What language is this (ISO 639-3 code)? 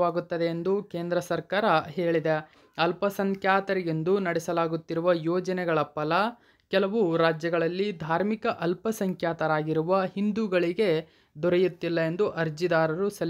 kan